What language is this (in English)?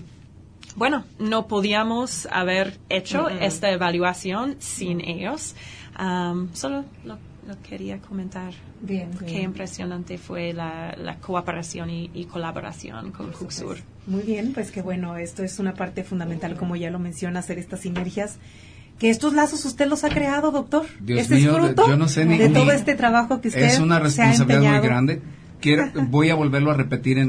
Spanish